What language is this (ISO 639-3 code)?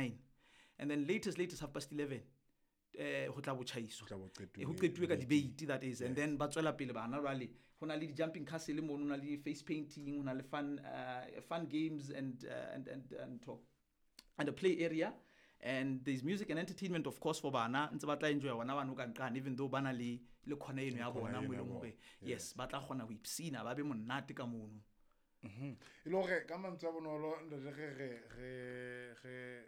sot